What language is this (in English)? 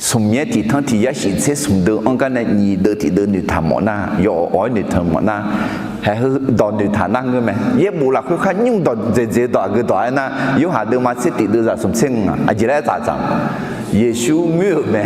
Akha